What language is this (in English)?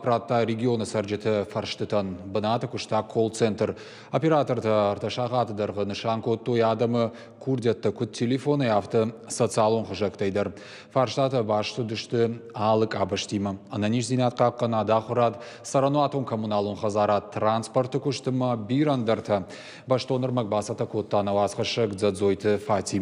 Ossetic